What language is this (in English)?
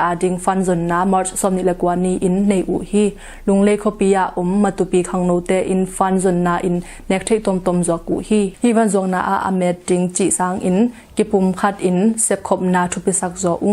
Tedim Chin